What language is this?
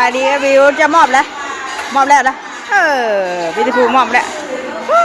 Northeastern Thai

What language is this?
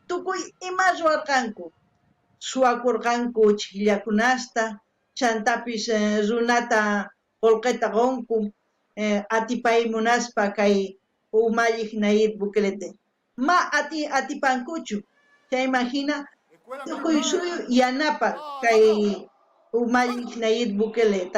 South Bolivian Quechua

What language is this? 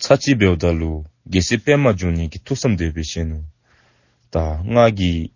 Dzongkha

